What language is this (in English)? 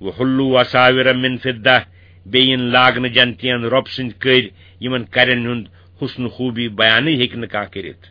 Kashmiri